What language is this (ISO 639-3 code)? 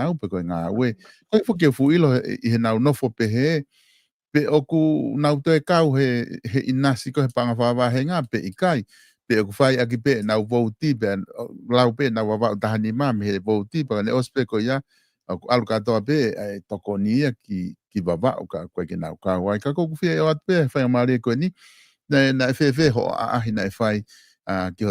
ton